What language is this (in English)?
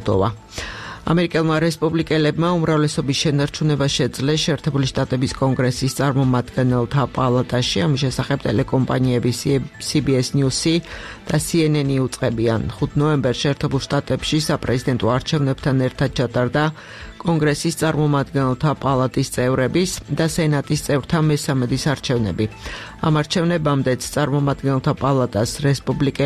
Georgian